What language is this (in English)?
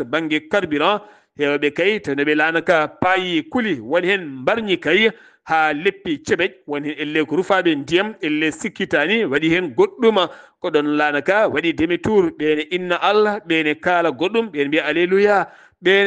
Fula